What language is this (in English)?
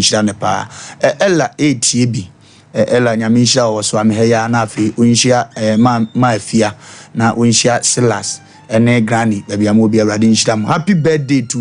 Akan